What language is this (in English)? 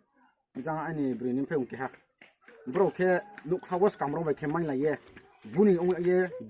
Riang (India)